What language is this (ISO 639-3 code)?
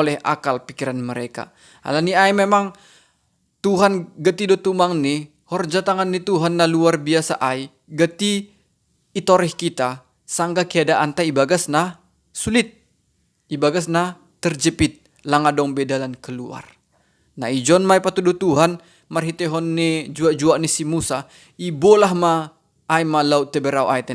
bts